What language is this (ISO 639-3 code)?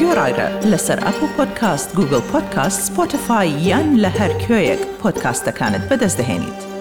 kur